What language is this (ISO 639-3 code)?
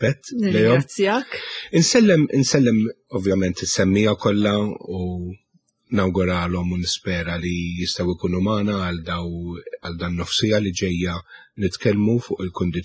mlt